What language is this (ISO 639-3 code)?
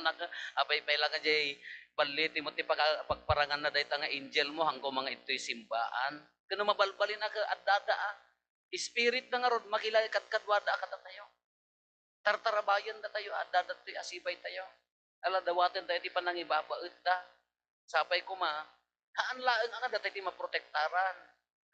ilo